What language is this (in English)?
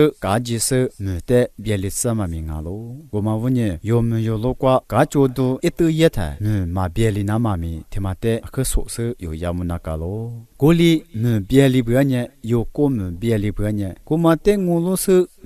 Lisu